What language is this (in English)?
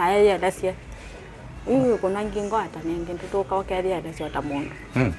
Kamba